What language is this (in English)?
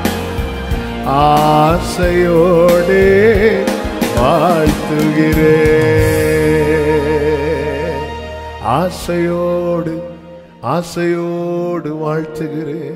Tamil